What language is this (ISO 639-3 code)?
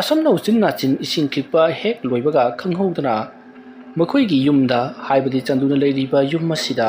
mni